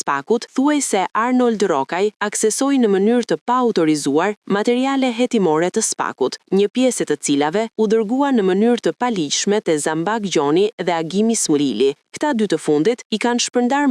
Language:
Albanian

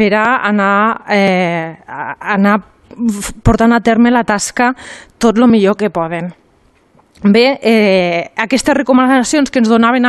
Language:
Catalan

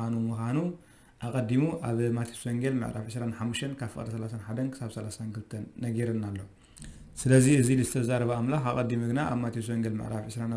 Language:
Tigrinya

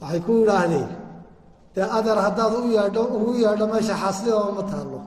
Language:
Somali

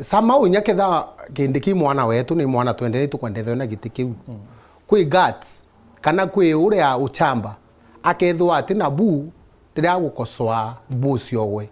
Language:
Meru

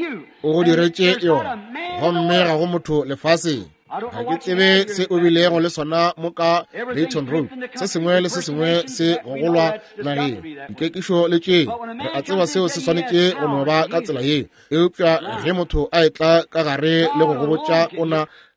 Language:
Northern Sotho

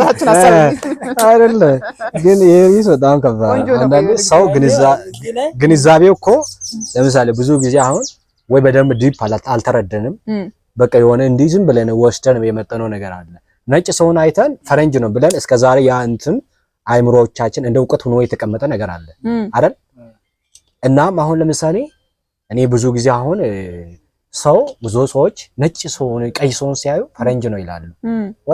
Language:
Amharic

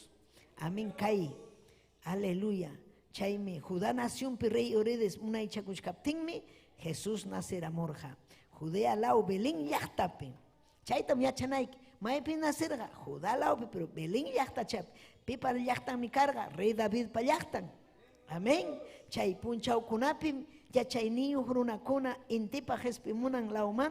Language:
Ayacucho Quechua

